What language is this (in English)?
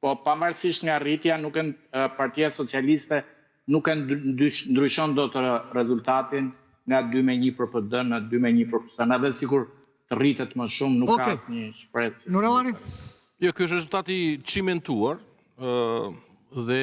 Albanian